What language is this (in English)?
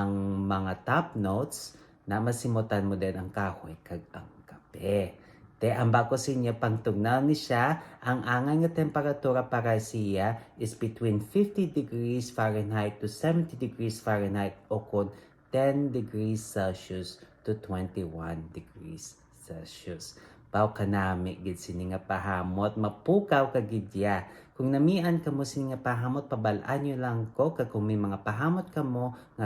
Hiligaynon